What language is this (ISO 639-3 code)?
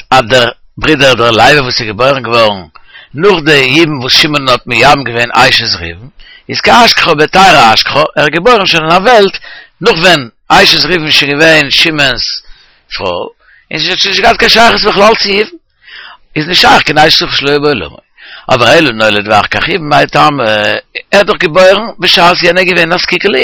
yid